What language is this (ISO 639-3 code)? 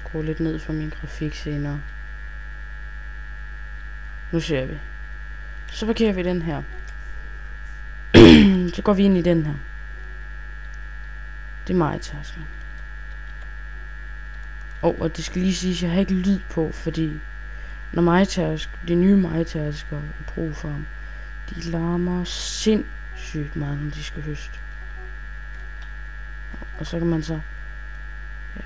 dan